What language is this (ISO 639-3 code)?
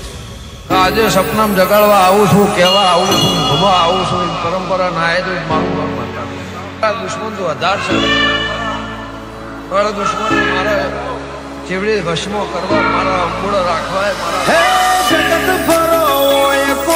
guj